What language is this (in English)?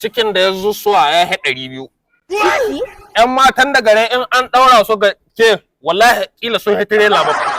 Hausa